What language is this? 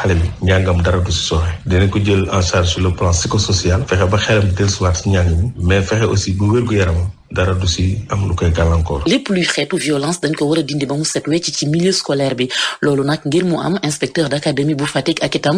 Wolof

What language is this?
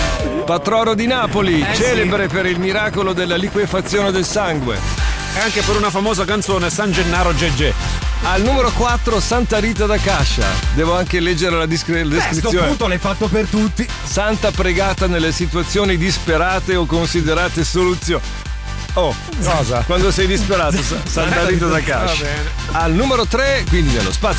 Italian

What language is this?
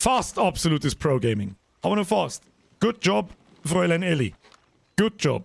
Bavarian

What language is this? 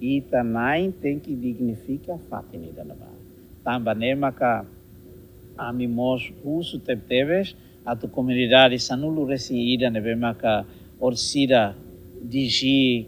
Tetum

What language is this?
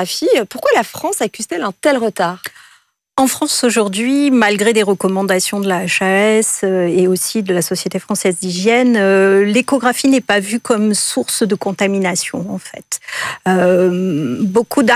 French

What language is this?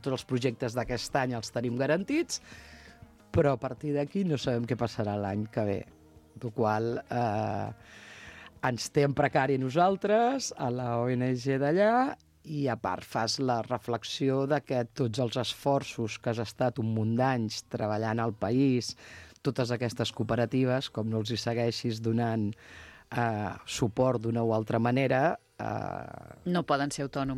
Catalan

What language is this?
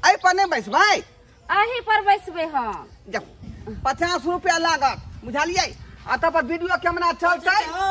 Maithili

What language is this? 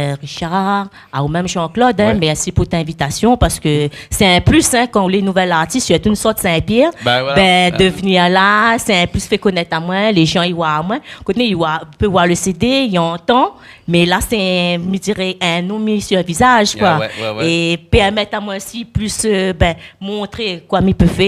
Réunion Creole French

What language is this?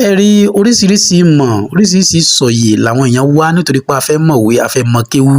Yoruba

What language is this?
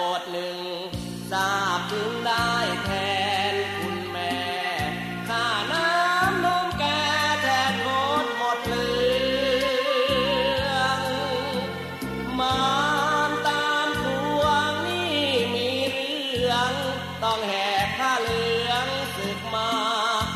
Thai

